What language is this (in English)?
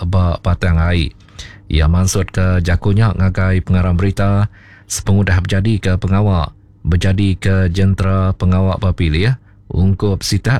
Iban